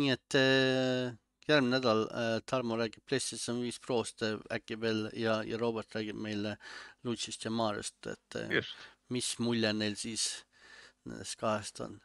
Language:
Estonian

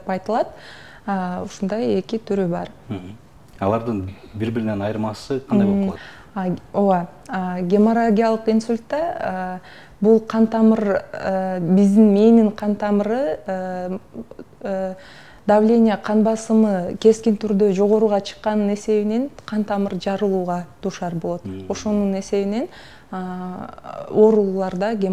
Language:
Kyrgyz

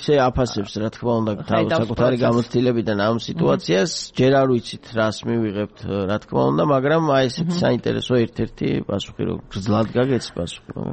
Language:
Georgian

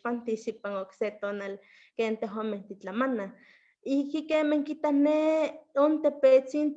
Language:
Eastern Huasteca Nahuatl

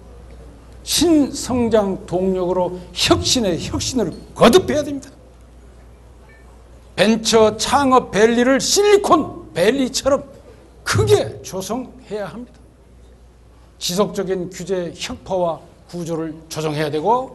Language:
Korean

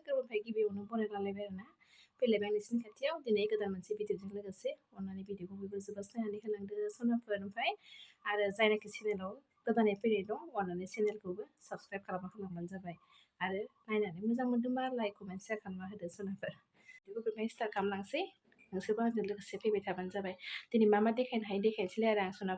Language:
Bodo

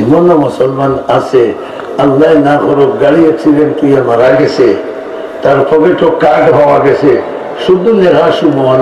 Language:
Sylheti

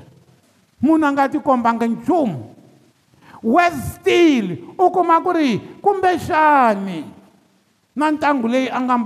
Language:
Tsonga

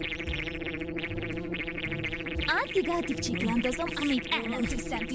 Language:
Hungarian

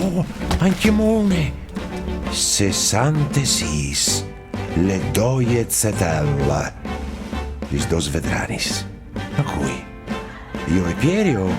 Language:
Friulian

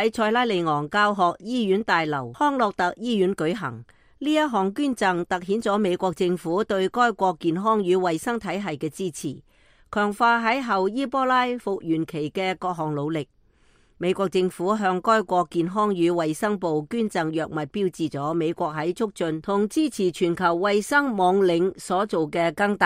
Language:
Cantonese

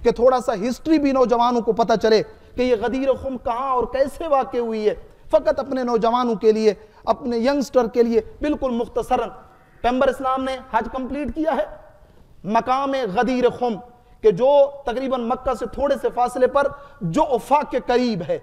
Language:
Urdu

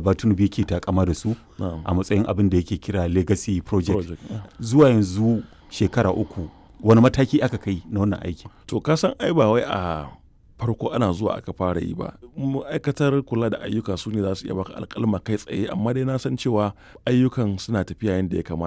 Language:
Hausa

